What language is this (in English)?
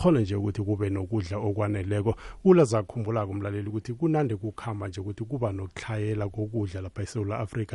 South Ndebele